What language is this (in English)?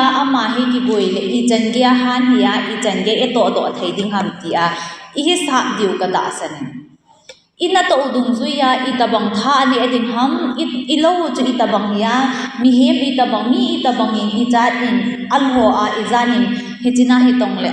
Thado Chin